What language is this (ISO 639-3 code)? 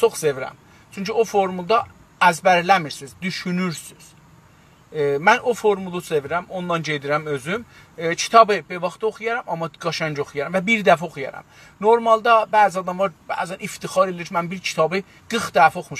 azb